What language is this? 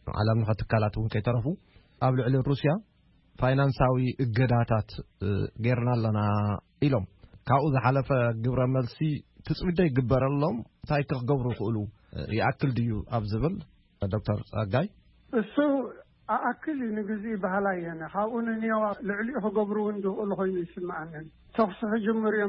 Tigrinya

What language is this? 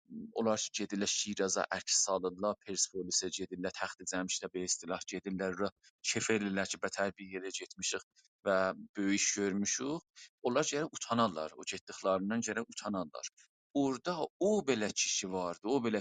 South Azerbaijani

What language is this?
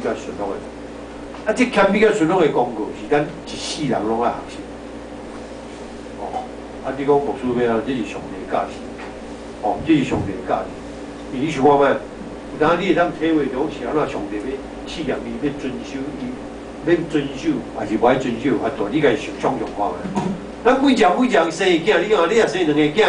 Min Nan Chinese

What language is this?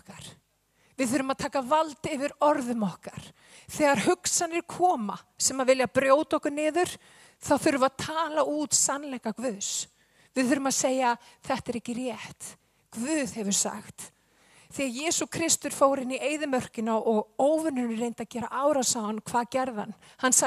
Icelandic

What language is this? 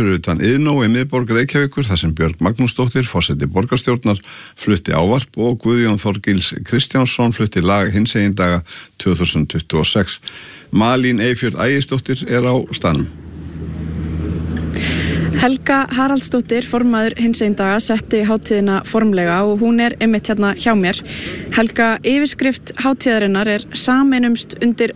Icelandic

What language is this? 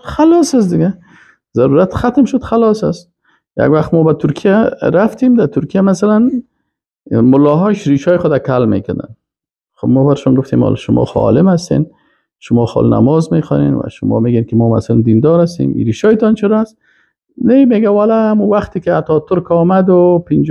Persian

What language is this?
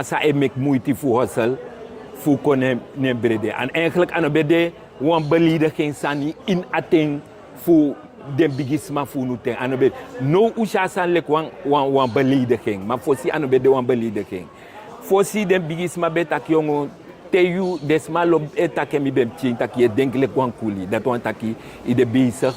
Sranan Tongo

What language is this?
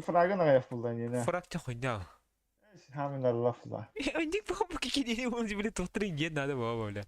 Yakut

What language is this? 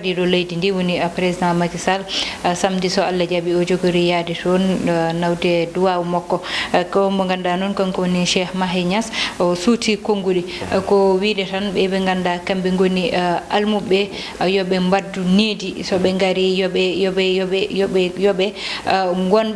Fula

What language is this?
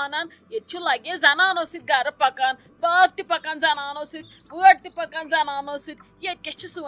Kashmiri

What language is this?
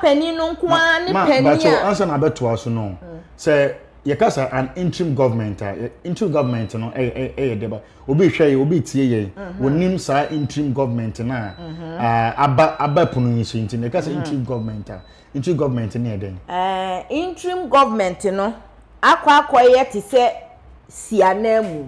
Akan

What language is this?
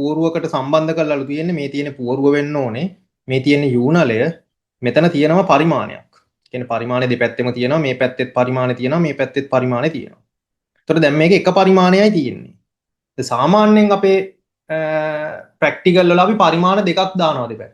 Sinhala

